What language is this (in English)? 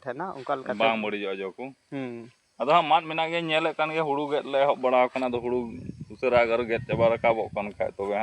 Santali